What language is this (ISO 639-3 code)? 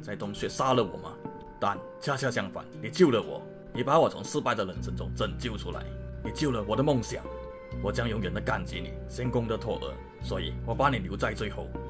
zho